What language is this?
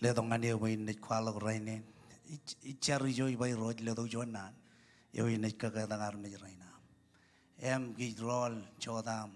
Marshallese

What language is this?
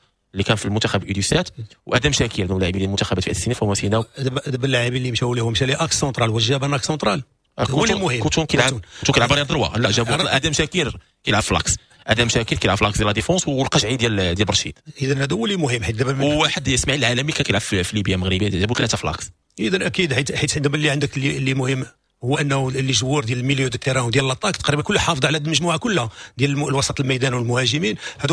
Moroccan Arabic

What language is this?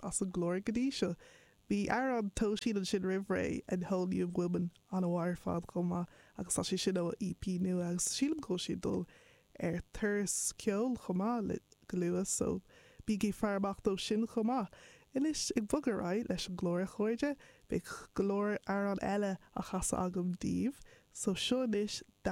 Irish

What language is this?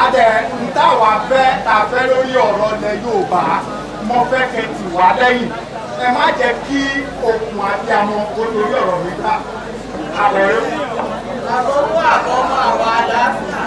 Yoruba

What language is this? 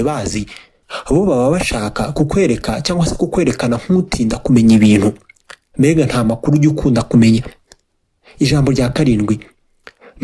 Kinyarwanda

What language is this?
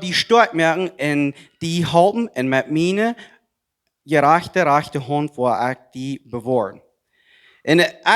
Plautdietsch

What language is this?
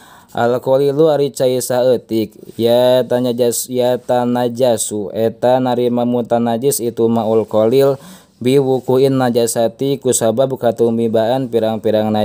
Sundanese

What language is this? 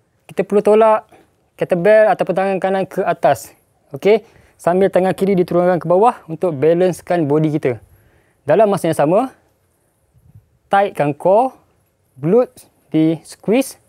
Malay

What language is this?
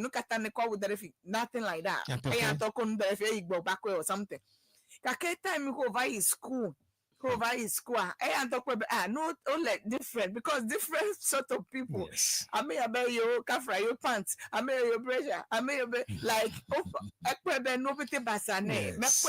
Ewe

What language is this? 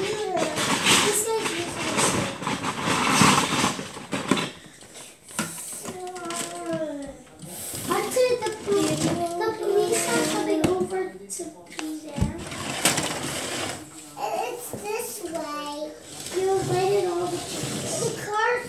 English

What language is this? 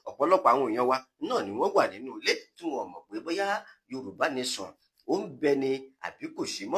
Yoruba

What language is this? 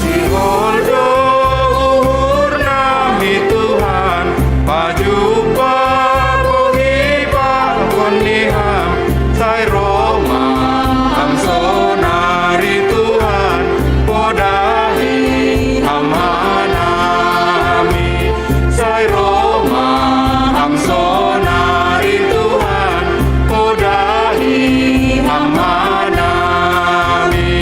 Batak Simalungun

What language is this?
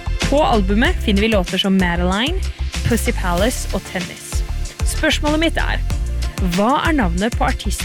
Norwegian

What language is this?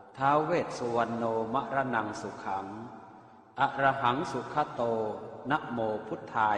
Pali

